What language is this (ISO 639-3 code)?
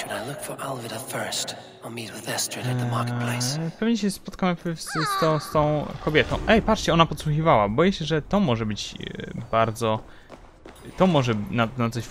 pol